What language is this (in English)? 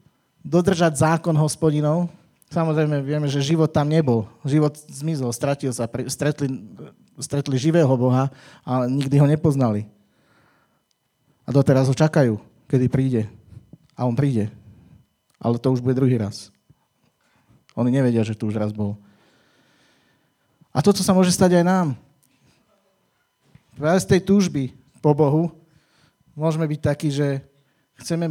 Slovak